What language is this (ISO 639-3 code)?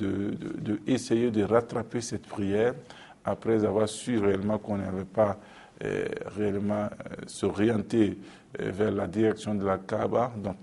fra